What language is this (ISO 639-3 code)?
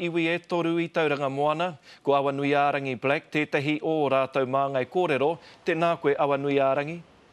mri